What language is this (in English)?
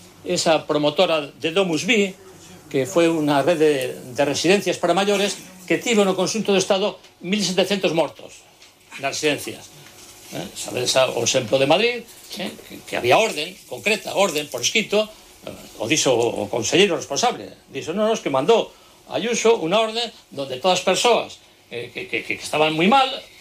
Galician